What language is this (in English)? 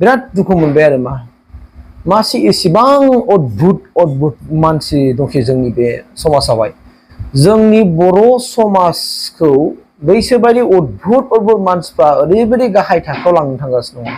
Bodo